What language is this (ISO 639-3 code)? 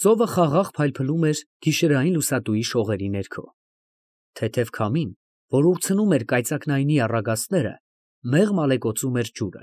hye